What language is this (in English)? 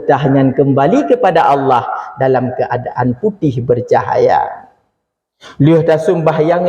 Achinese